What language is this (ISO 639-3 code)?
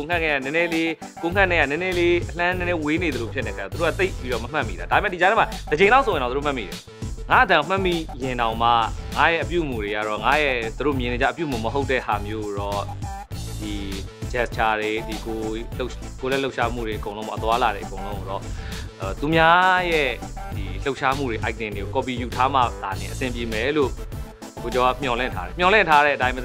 mya